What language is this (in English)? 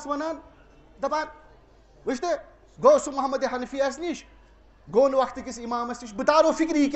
Kashmiri